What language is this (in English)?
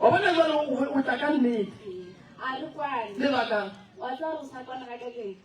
Northern Sotho